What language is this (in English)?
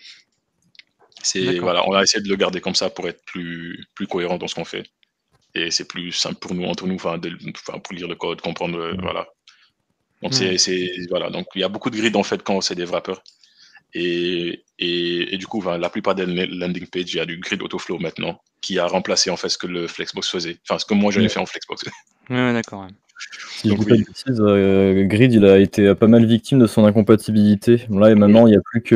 French